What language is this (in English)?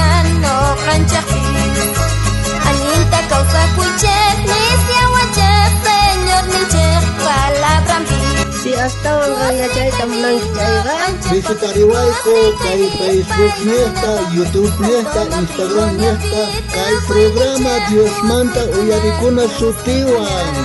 South Bolivian Quechua